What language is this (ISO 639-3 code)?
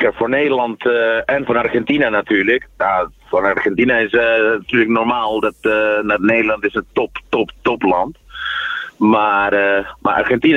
nld